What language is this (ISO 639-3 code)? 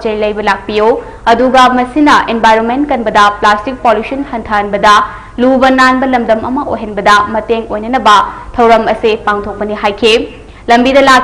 mni